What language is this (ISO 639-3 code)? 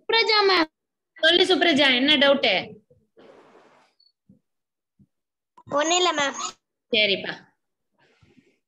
tam